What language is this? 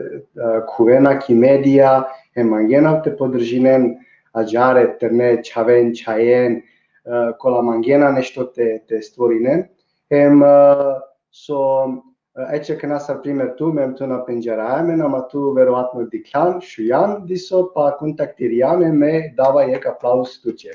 Balkan Romani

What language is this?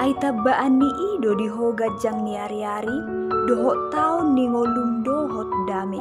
Batak Toba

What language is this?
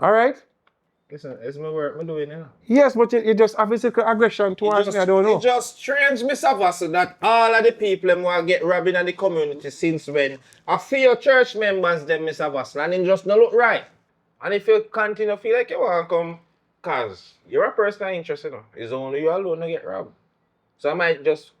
Jamaican Creole English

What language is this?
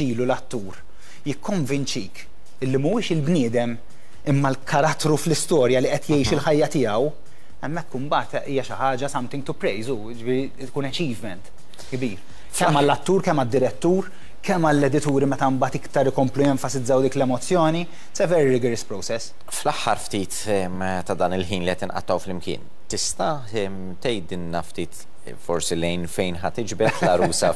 Maltese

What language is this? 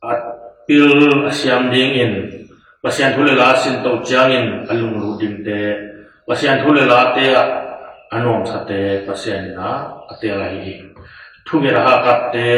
Tedim Chin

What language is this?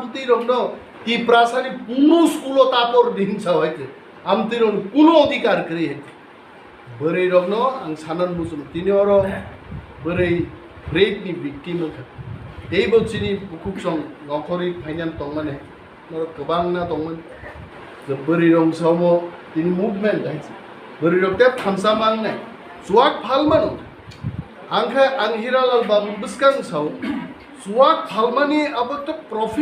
Riang (India)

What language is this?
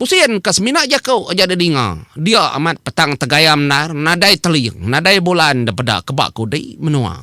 Iban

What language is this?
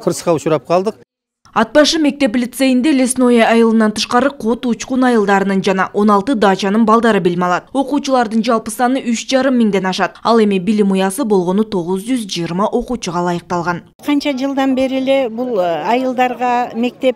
Kyrgyz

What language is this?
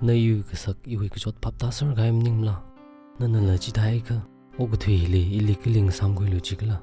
Tangkhul Naga (India)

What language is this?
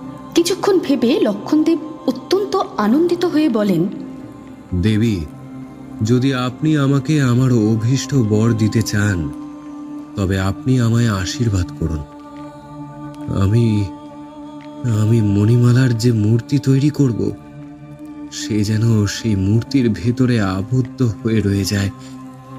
Bangla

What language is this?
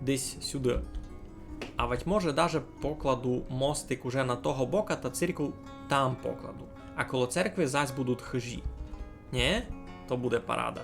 Rusyn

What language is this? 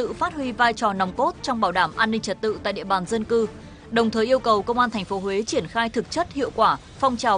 Vietnamese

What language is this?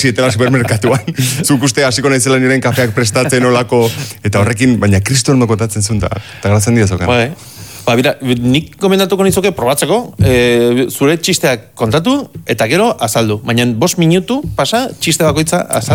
Basque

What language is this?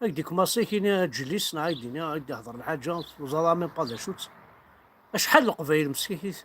Kabyle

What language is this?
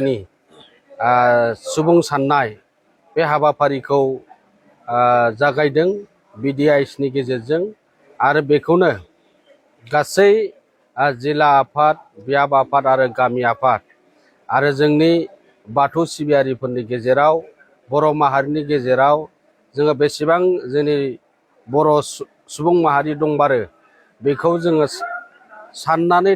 Bodo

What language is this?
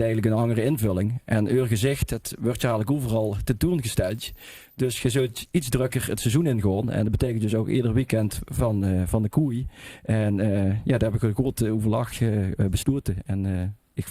Limburgish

